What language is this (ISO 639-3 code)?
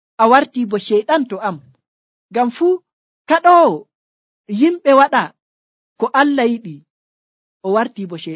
fuv